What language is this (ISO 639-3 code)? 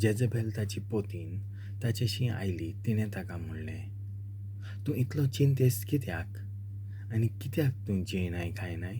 kok